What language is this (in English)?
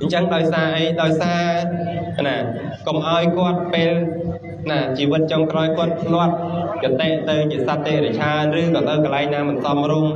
Khmer